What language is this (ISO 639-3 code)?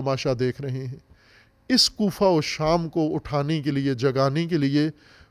urd